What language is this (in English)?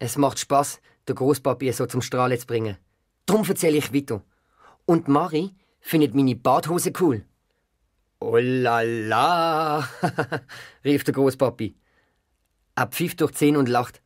Swiss German